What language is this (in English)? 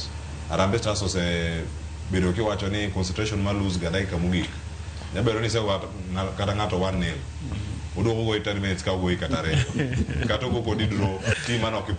Luo (Kenya and Tanzania)